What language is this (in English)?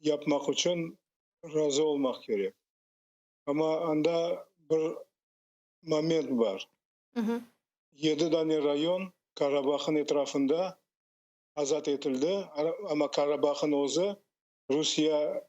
Crimean Tatar